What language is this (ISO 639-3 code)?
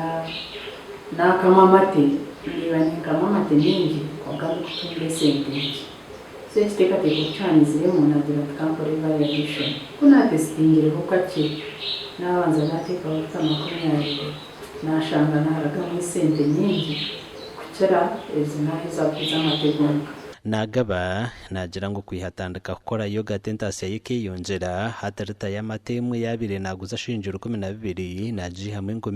nyn